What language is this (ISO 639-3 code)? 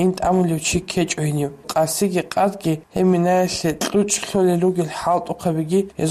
ava